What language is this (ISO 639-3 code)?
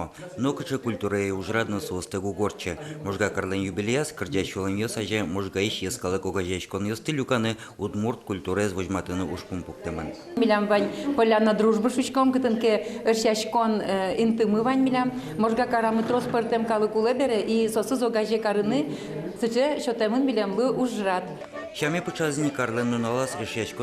udm